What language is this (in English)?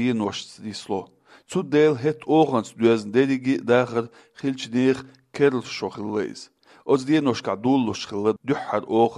Chechen